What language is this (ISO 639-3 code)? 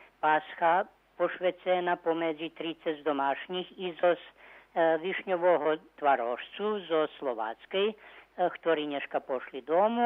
rue